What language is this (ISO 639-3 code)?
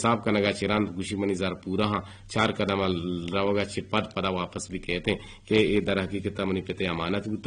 bgp